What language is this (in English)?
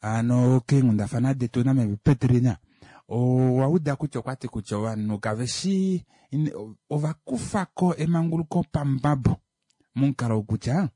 Kuanyama